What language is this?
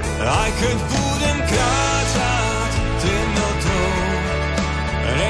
Slovak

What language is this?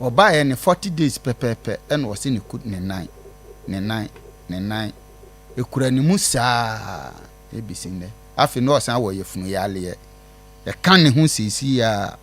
Akan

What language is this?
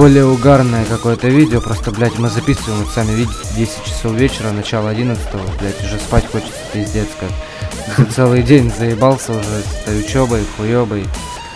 Russian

